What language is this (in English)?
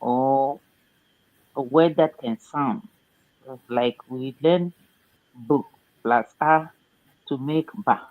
Ewe